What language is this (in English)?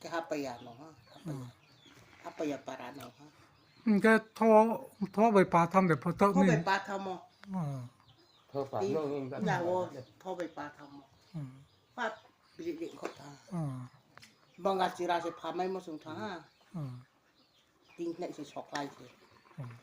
Riang (India)